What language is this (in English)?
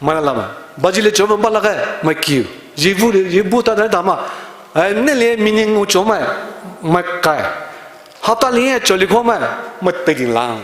Poumei Naga